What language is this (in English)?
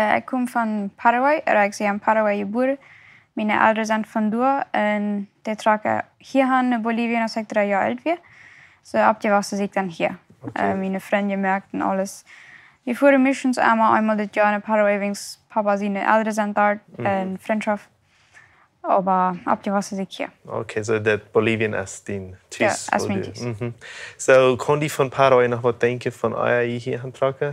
Plautdietsch